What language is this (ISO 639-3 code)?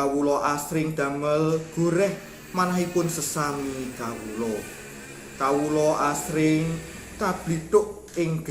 jav